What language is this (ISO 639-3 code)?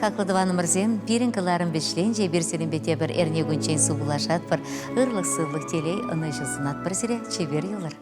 chv